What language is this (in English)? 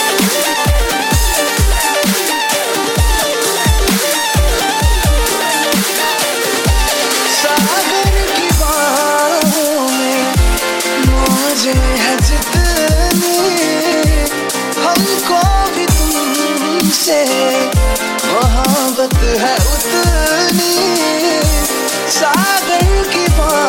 Hindi